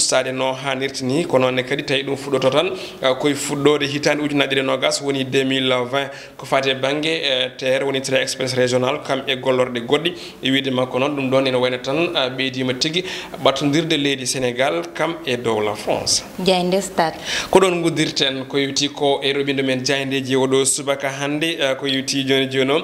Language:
Fula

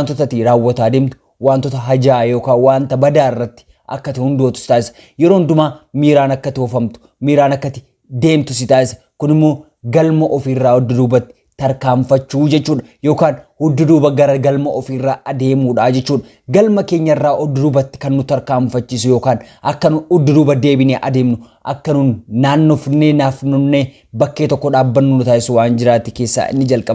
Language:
Oromo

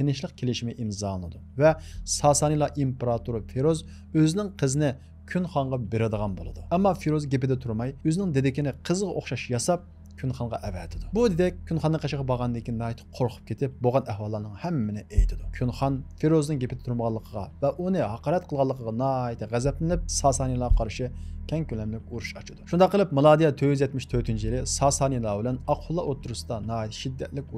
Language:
Uyghur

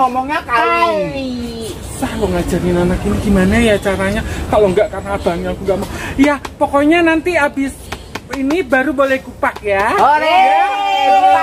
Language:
Betawi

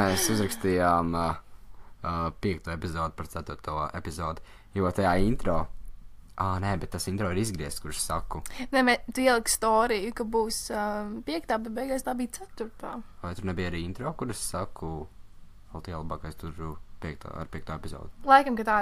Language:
Latvian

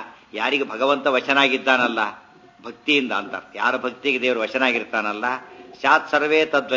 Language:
Kannada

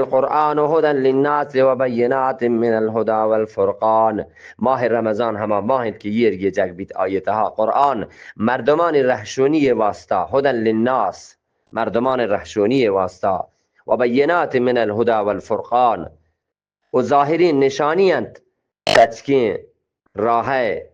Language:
Eastern Balochi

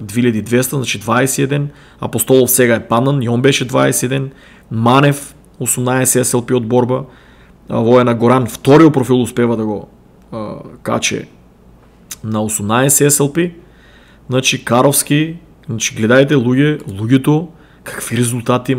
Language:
Macedonian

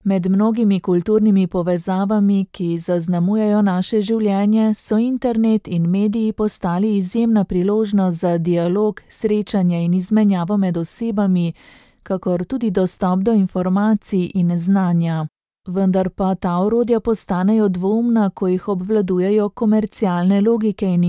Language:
Slovenian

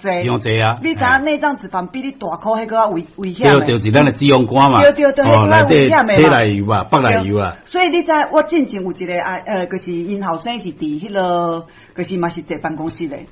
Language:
Min Nan Chinese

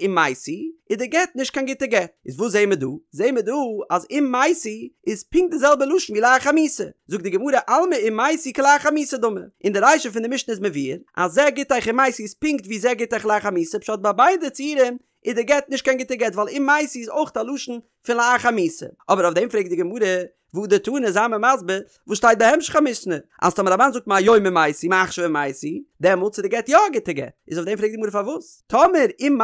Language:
Yiddish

